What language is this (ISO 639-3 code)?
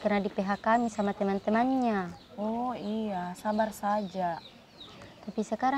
mfp